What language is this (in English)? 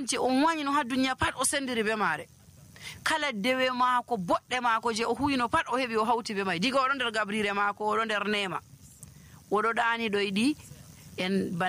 Nigerian Fulfulde